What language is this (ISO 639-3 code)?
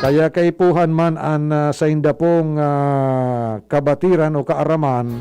bik